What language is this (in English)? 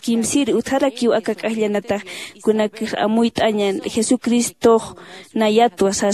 Aymara